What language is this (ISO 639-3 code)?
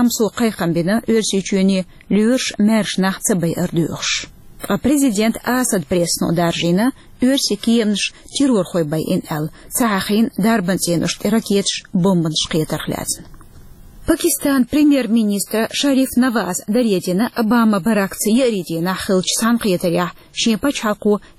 che